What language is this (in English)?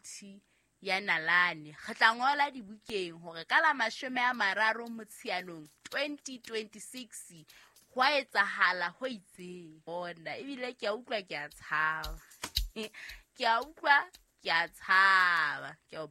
Southern Sotho